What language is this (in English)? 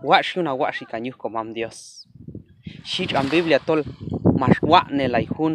Q'anjob'al